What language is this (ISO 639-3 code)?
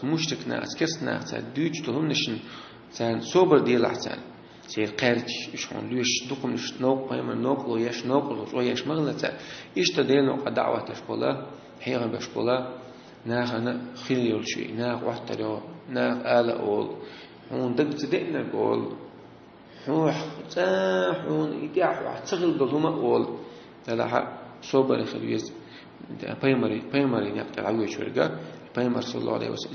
che